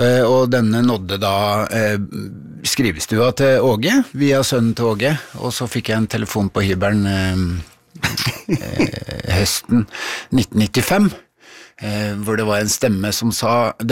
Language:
Norwegian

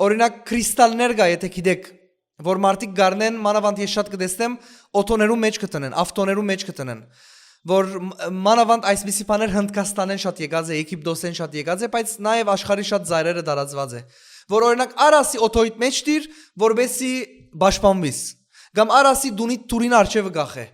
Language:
Western Armenian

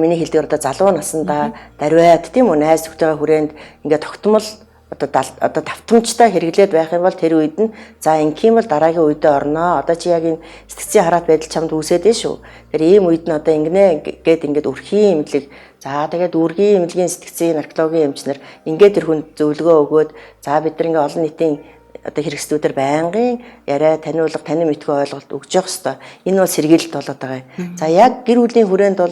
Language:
Mongolian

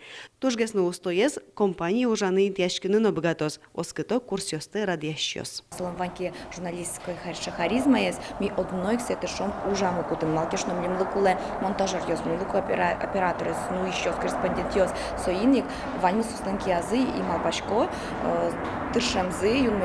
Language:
Udmurt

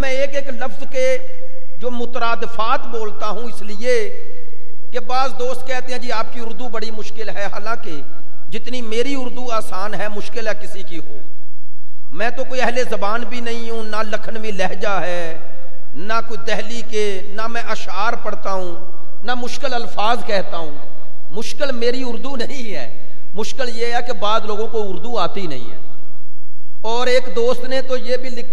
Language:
Urdu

